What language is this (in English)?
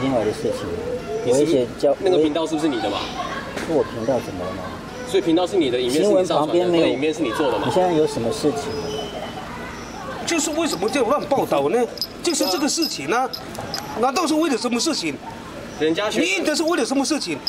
Chinese